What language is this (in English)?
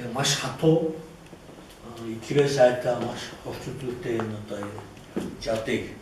Mongolian